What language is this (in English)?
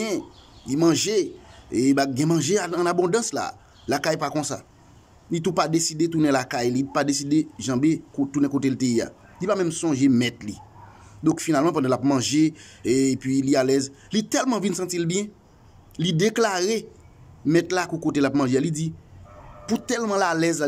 Haitian Creole